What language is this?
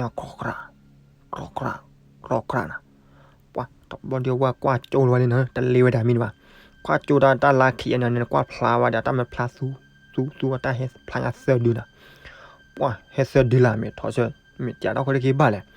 S'gaw Karen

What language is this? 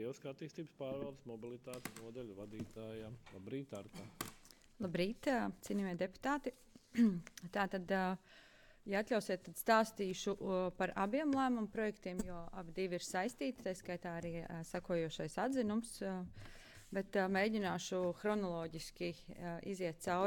Latvian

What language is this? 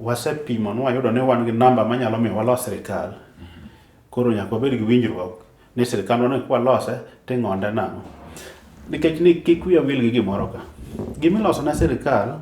Luo (Kenya and Tanzania)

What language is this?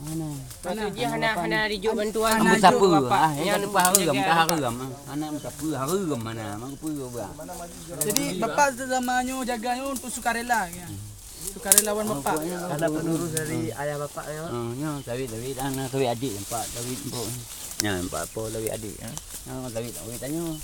Achinese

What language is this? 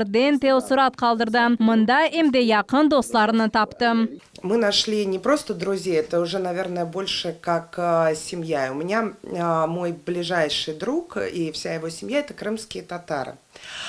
Crimean Tatar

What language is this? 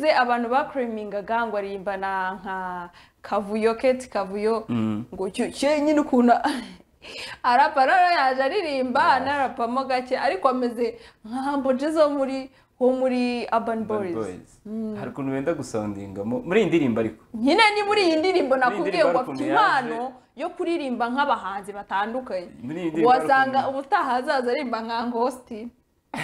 Kinyarwanda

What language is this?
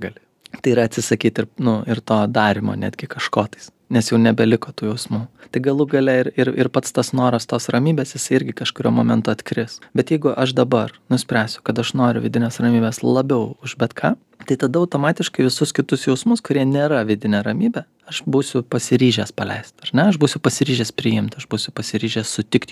Lithuanian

